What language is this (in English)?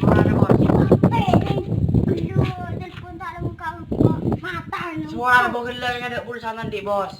Madurese